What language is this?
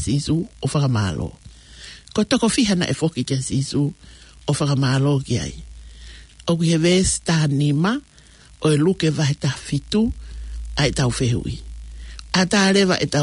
Tongan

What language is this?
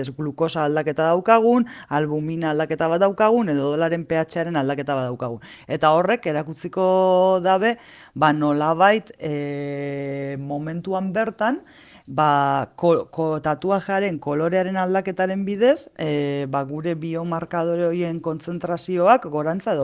Basque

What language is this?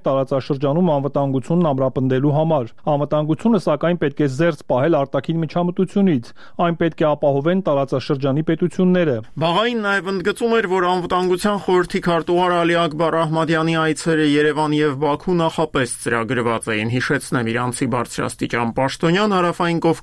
Armenian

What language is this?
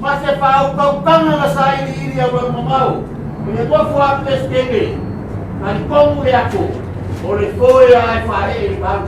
Samoan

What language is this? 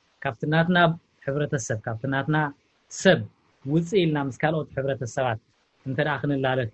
Tigrinya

